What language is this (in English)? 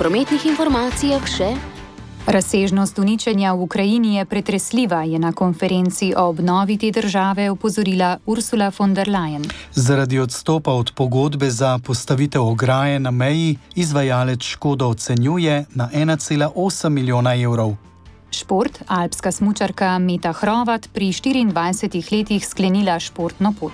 Slovenian